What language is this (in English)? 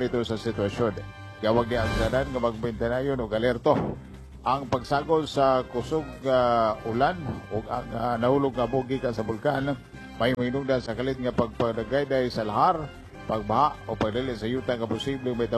Cebuano